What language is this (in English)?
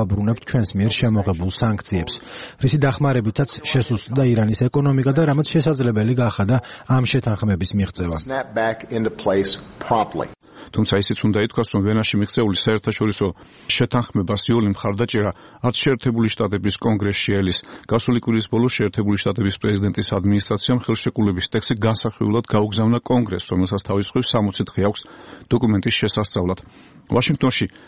Georgian